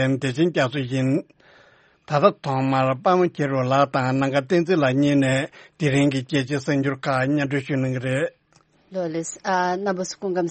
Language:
Tibetan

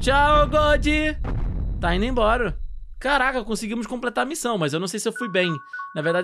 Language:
Portuguese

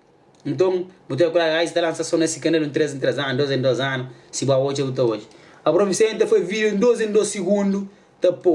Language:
Kabuverdianu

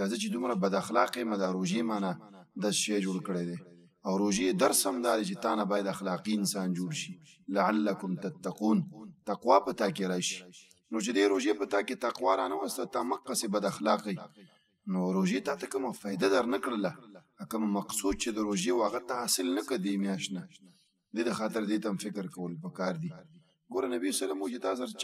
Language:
Pashto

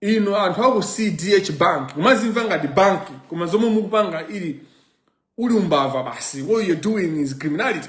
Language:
Nyanja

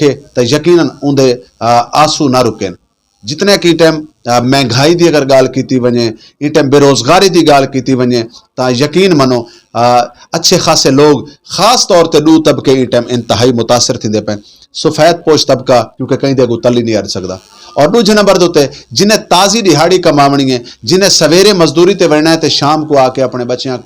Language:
Saraiki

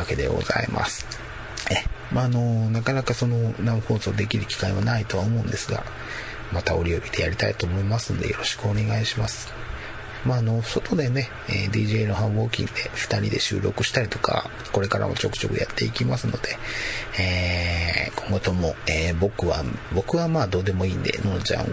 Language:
Japanese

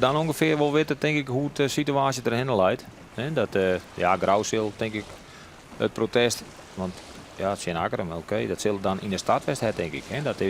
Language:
Western Frisian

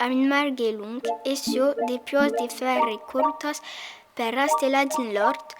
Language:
Occitan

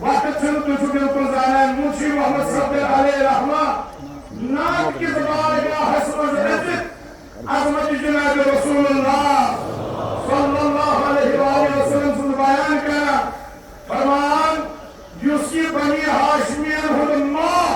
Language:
Kashmiri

